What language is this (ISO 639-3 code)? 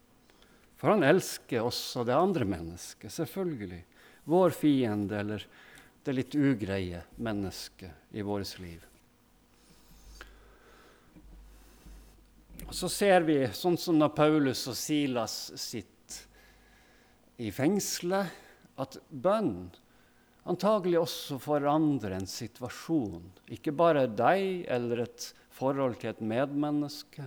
nor